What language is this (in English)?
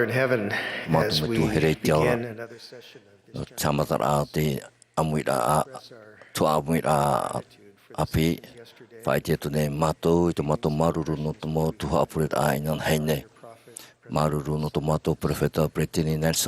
Tahitian